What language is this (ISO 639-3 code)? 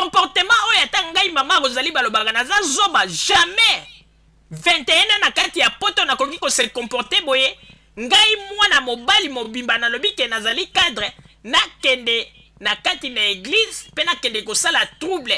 lin